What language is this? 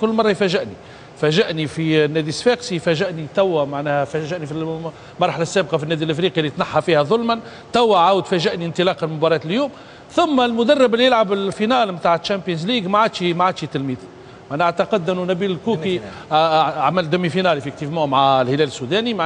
Tunisian Arabic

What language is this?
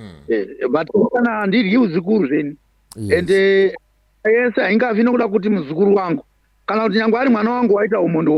Shona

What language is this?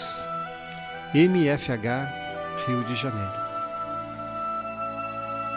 Portuguese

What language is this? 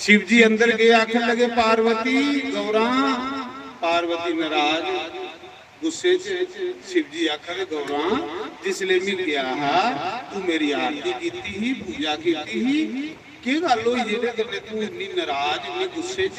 Dogri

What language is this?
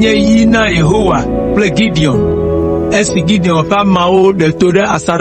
Ewe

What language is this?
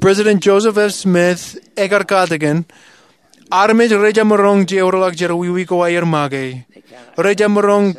Marshallese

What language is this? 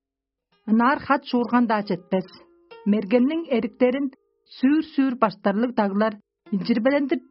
Tuvinian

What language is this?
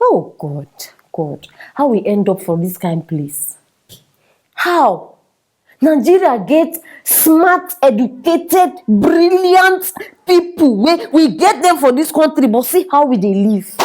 Nigerian Pidgin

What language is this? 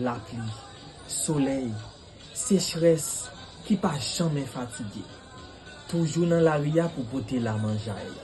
Haitian Creole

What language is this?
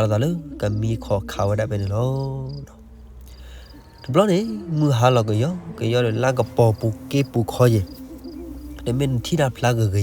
S'gaw Karen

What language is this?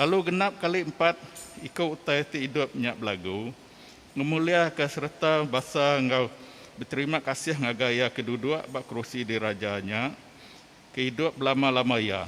Iban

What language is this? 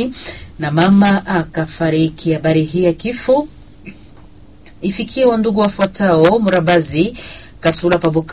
Swahili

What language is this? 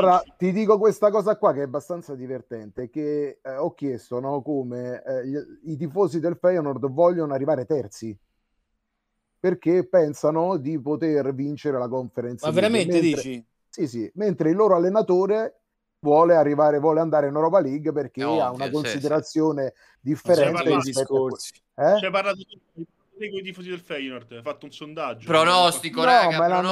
Italian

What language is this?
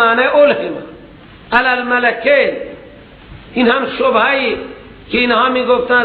Persian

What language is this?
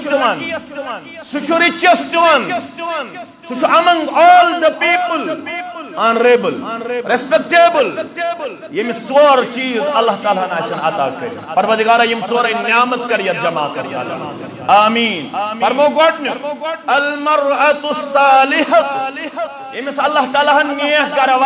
Kashmiri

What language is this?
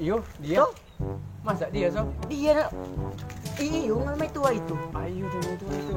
Manado Malay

